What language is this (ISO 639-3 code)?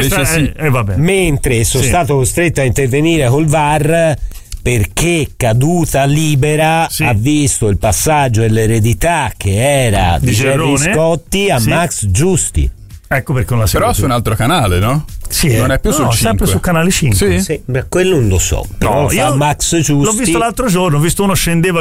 ita